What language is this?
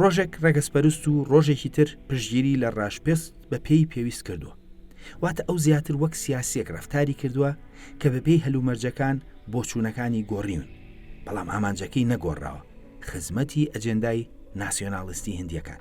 Central Kurdish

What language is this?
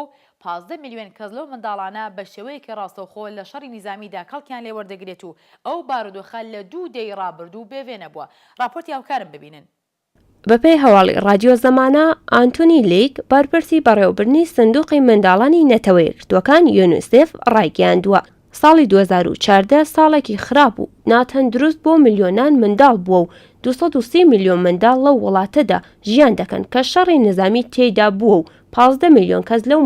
Central Kurdish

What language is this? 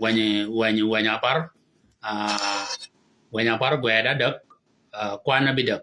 Shilluk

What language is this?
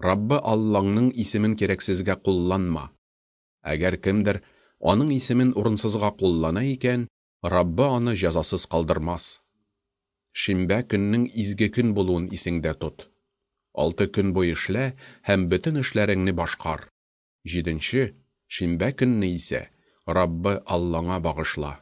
Tatar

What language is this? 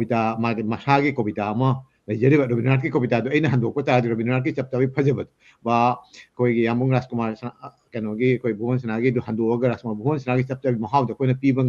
Manipuri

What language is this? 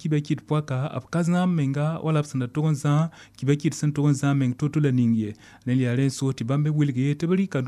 Mossi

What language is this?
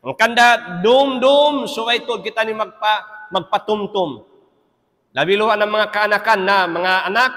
Tausug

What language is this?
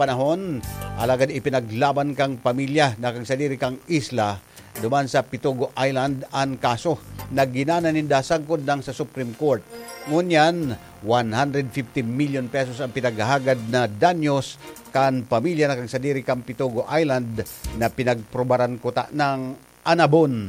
Bikol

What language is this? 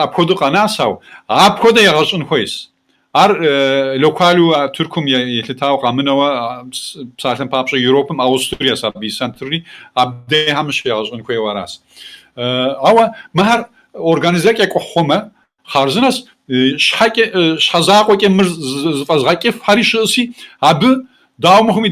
Kabardian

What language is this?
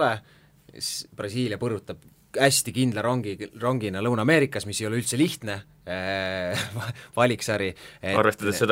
Estonian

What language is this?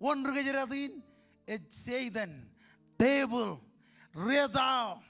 Marshallese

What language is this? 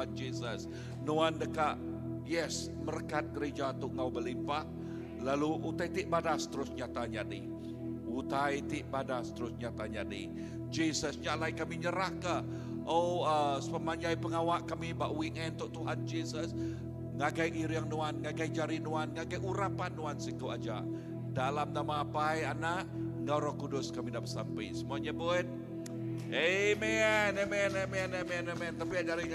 Iban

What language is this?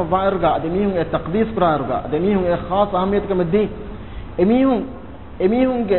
Divehi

